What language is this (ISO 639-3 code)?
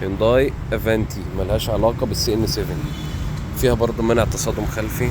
arz